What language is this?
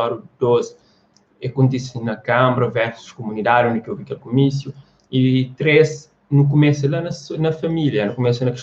Kabuverdianu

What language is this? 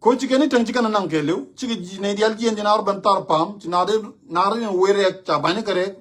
Nuer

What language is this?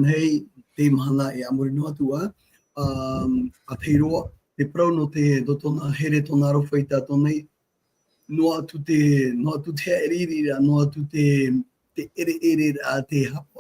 Tahitian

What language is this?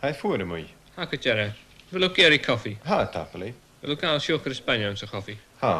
Scottish Gaelic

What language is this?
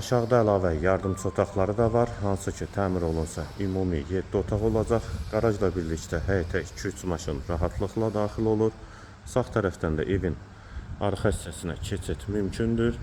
Azerbaijani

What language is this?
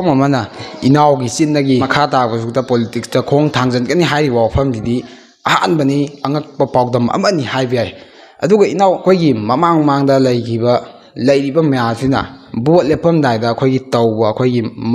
Manipuri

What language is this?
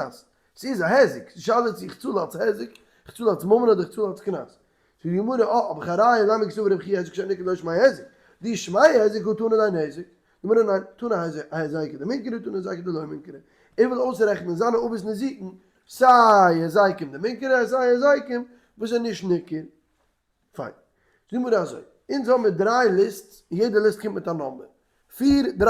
Yiddish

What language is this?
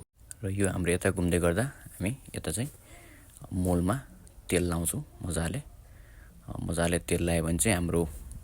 Nepali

